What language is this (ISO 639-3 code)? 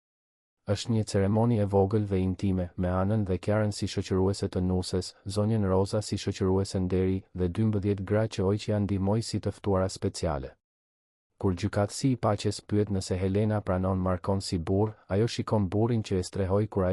sqi